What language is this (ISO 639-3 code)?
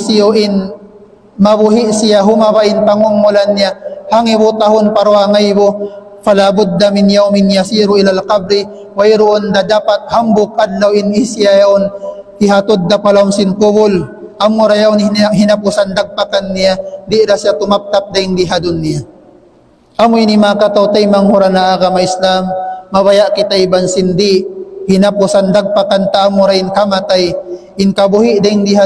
tsg